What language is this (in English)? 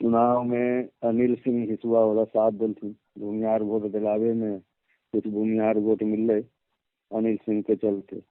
Magahi